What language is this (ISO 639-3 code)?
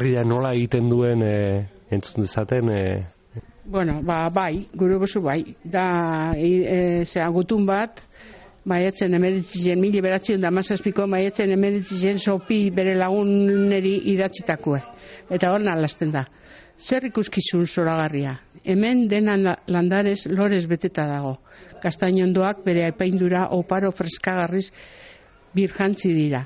eus